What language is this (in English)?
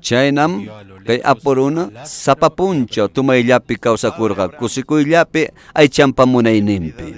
Ayacucho Quechua